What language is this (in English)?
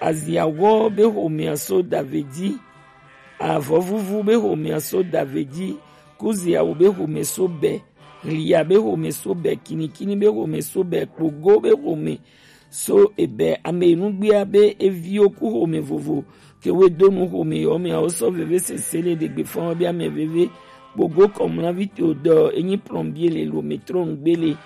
Gen